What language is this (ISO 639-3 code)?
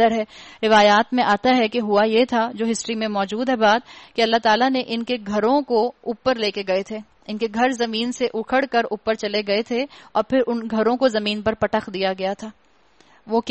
urd